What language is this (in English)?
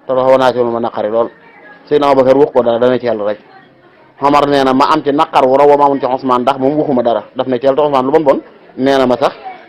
Wolof